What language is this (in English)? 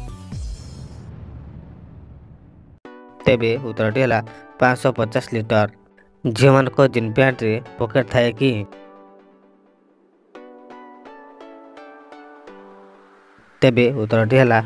Odia